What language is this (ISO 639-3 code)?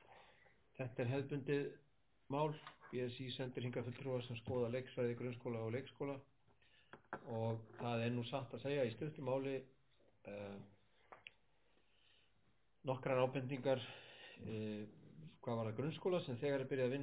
isl